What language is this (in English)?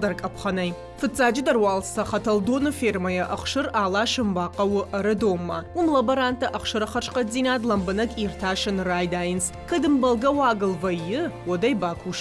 Ossetic